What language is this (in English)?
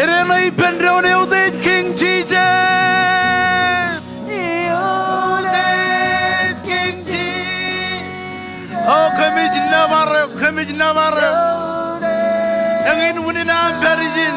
Marshallese